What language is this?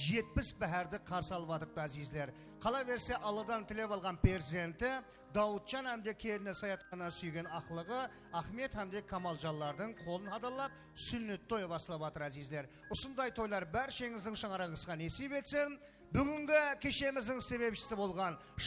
Kara-Kalpak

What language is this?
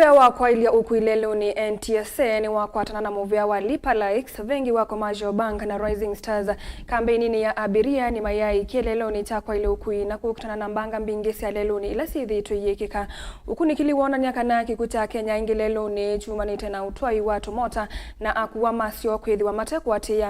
Kamba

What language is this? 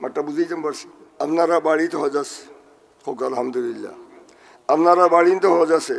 Sylheti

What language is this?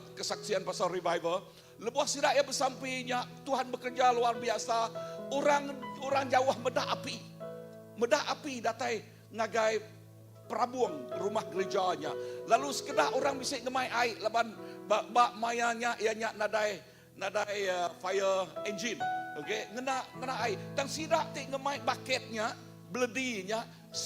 Iban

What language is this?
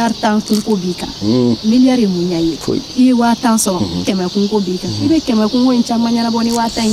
Bambara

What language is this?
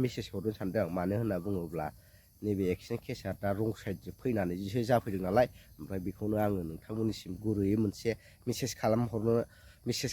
Bodo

